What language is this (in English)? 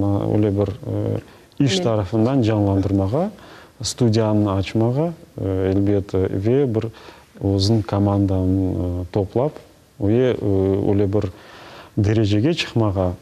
Crimean Tatar